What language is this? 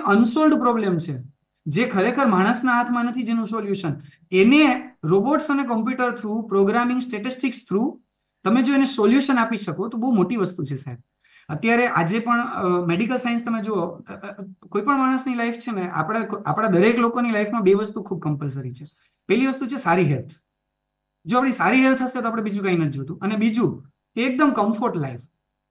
Gujarati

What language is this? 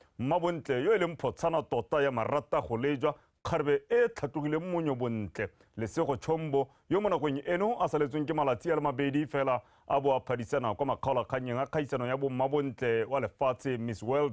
Tswana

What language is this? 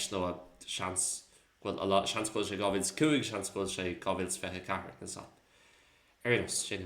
Irish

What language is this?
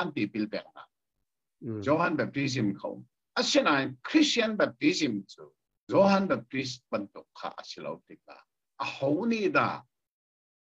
Hakha Chin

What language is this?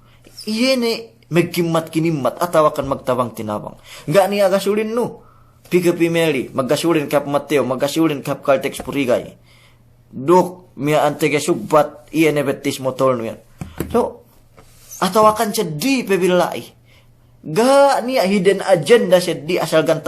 Yakan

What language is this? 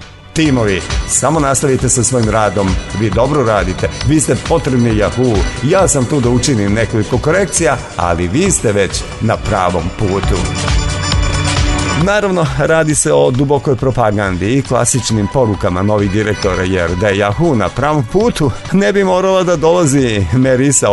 Serbian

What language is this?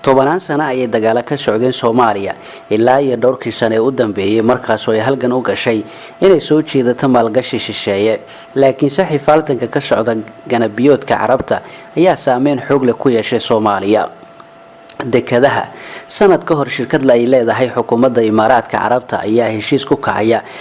Somali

